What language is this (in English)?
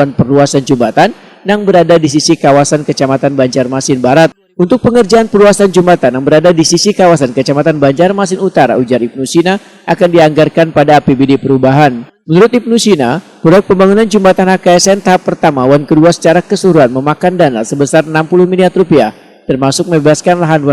Banjar